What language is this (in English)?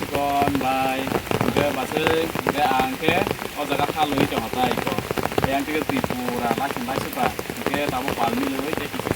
Kok Borok